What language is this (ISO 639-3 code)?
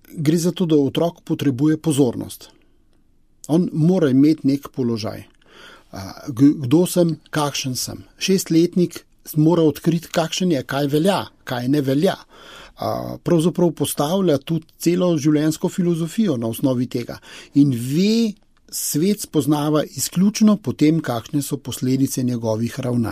slv